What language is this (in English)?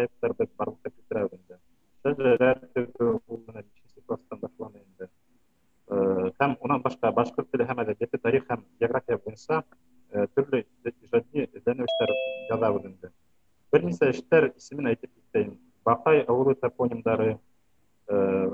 Bashkir